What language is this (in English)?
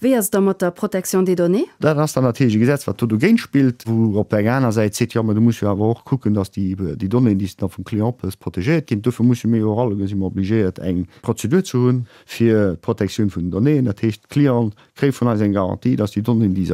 Luxembourgish